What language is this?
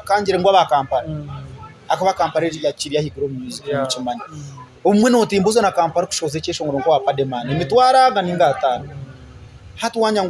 Nyankole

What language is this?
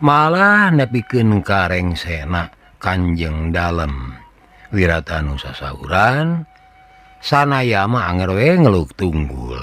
Sundanese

